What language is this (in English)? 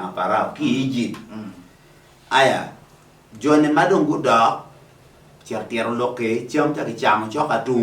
Acoli